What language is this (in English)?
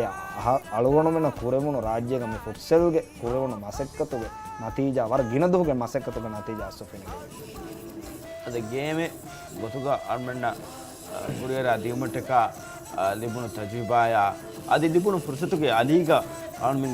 Divehi